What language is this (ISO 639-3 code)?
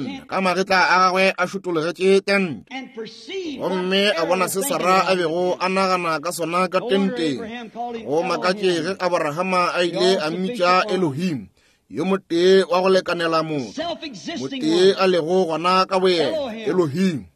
nso